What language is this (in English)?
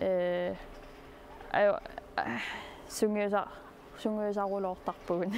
Kalaallisut